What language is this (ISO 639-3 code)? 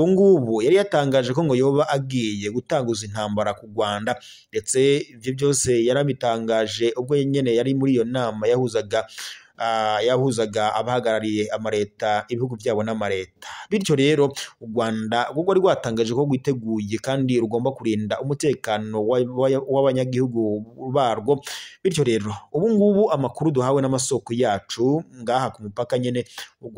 run